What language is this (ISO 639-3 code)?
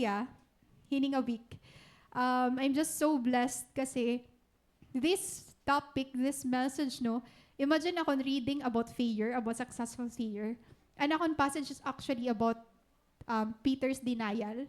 war